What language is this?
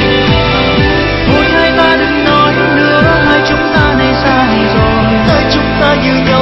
Vietnamese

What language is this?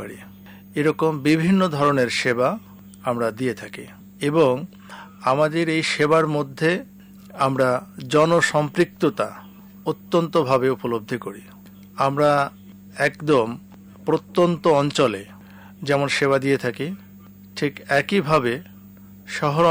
Bangla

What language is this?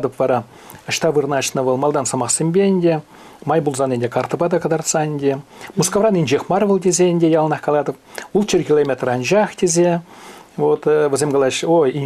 Chuvash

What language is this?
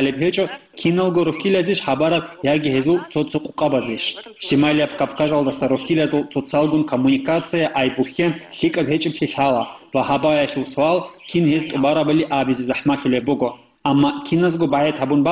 Avaric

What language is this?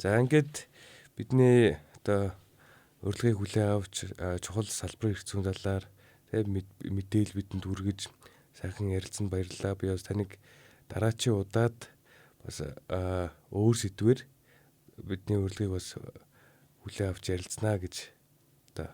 Mongolian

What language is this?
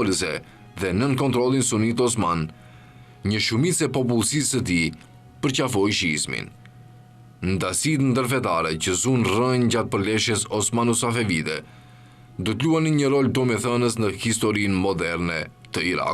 Albanian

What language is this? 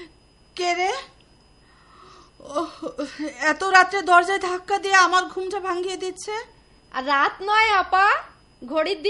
Bangla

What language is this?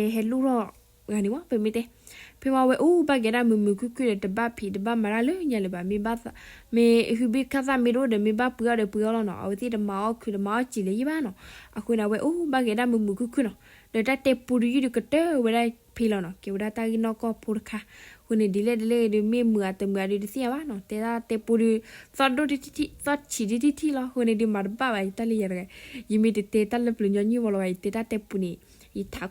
S'gaw Karen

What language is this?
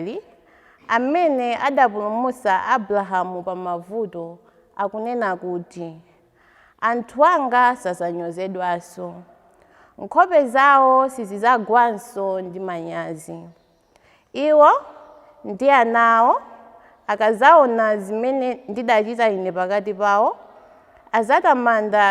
Nyanja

